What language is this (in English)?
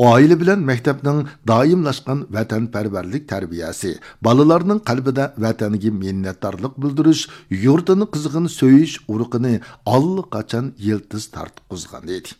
Uyghur